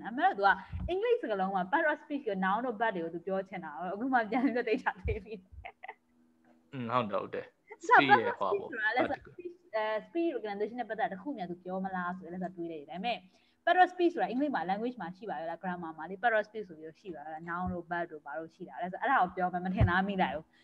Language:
Burmese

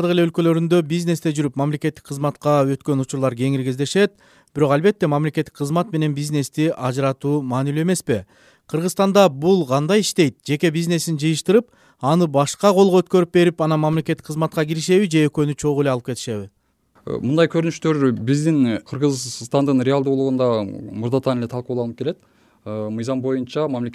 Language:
Kyrgyz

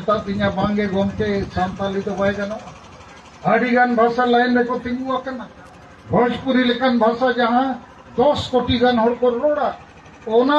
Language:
Santali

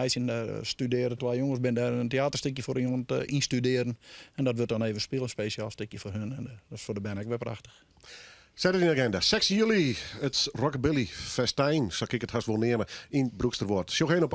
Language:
Western Frisian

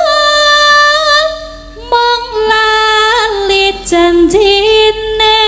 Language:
Javanese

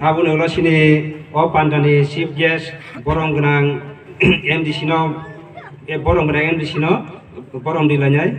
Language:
Kok Borok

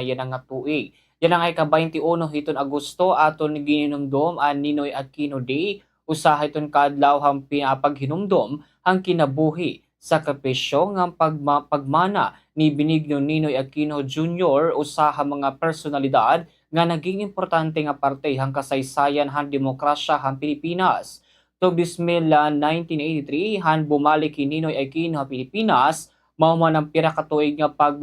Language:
Waray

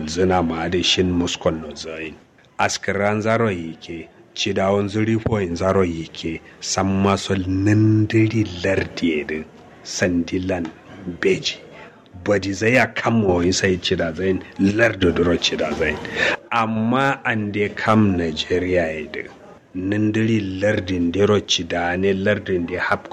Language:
Kanuri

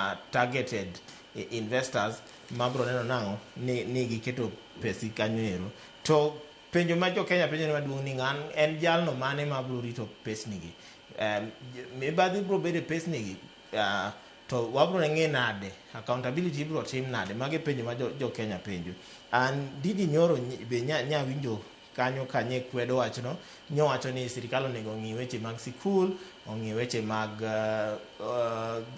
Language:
Luo (Kenya and Tanzania)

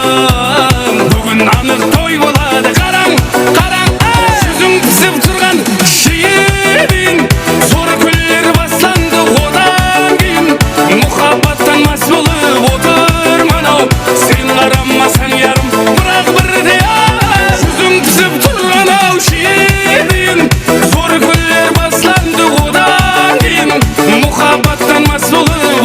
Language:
Kara-Kalpak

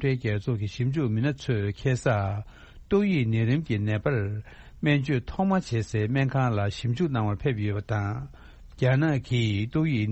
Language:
Tibetan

